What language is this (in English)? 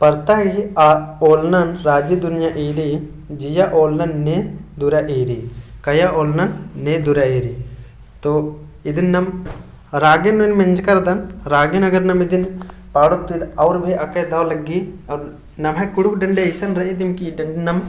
Kurukh